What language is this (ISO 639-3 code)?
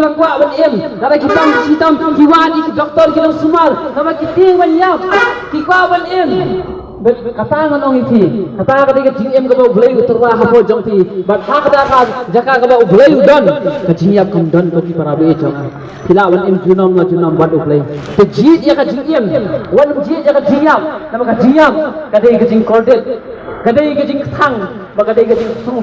kha